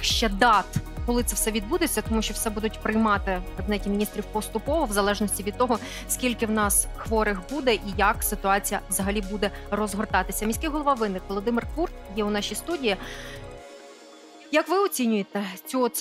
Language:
Ukrainian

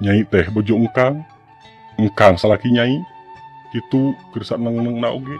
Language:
Sundanese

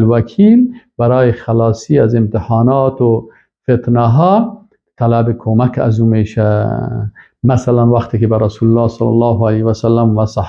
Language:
Persian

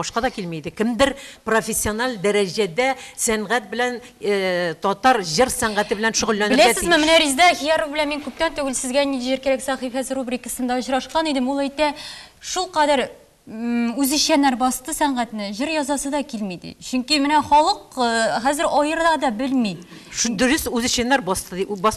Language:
Tatar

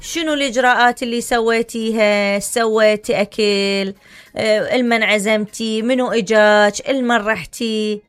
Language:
Mesopotamian Arabic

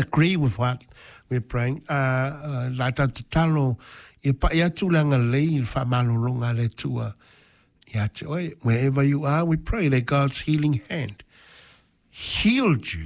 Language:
Samoan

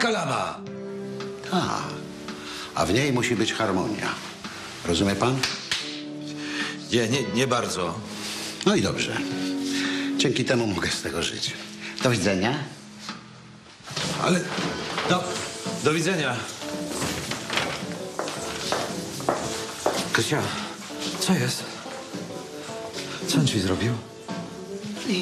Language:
Polish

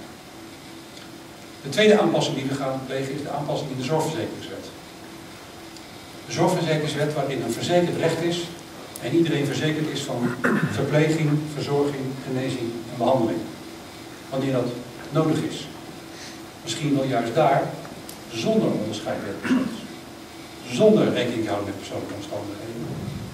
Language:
Dutch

